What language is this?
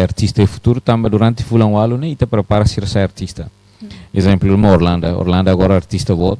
Tetum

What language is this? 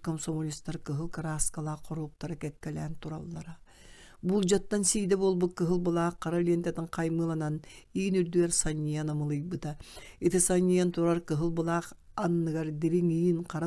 Yakut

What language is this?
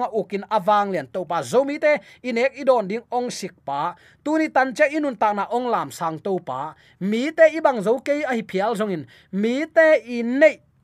Tedim Chin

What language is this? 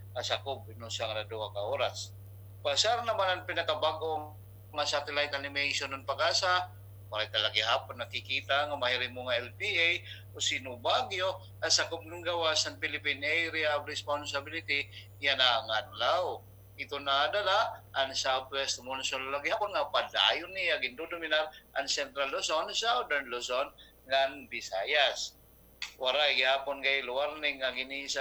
Waray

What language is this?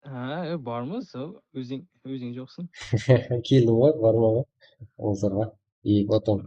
Kara-Kalpak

